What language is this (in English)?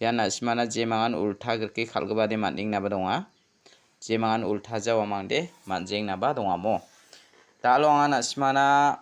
Garo